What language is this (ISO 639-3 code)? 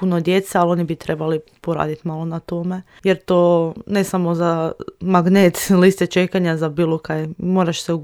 srp